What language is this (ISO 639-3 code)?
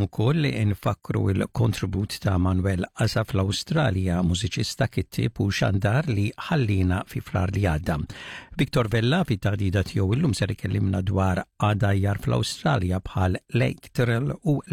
mlt